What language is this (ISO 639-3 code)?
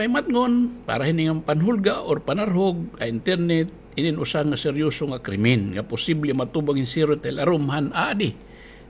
war